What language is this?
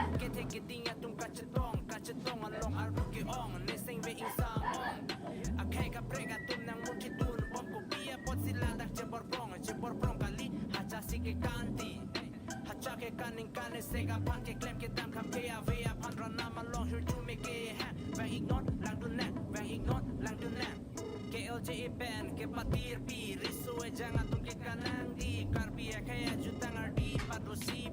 Karbi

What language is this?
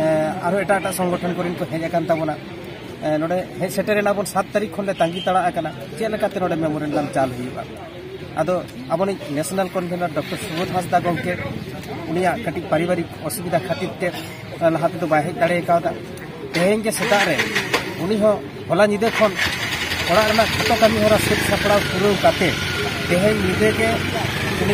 Santali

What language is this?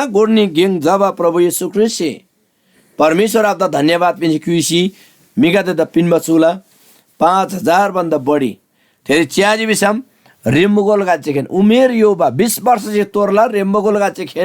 Eastern Tamang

